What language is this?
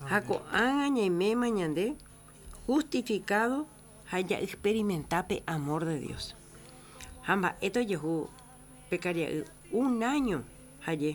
Guarani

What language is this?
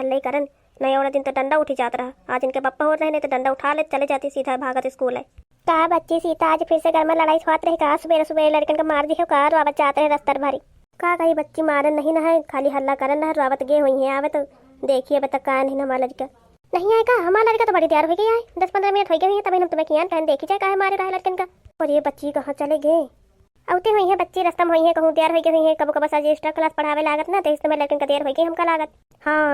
Awadhi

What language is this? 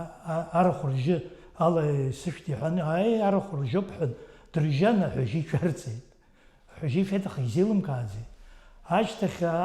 Abkhazian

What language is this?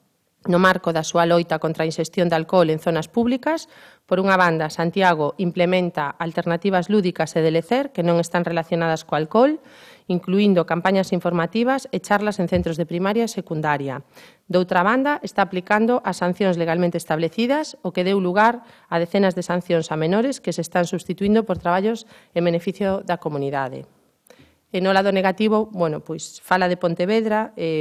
Galician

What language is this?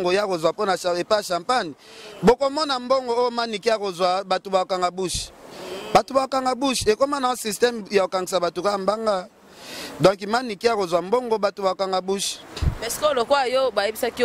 Lingala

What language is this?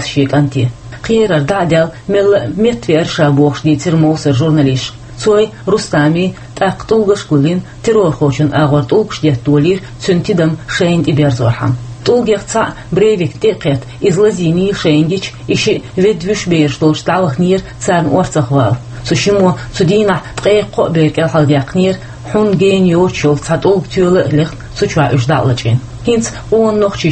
Chechen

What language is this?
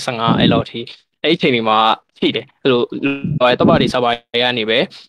Burmese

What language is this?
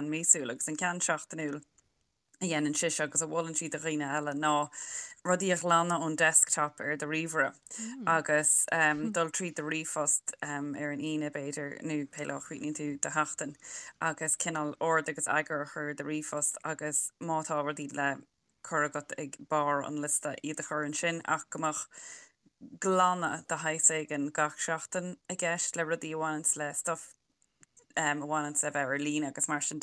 Irish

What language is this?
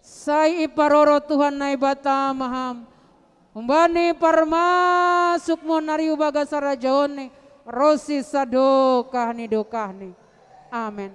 Batak Simalungun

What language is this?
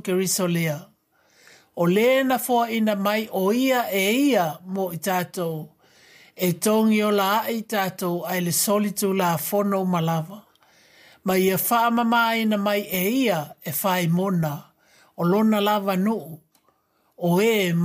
Samoan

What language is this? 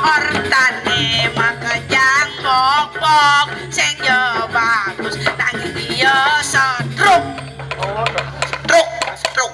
Balinese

